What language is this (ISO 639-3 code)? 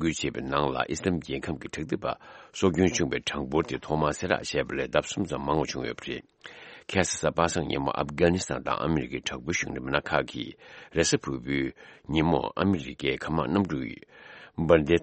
bod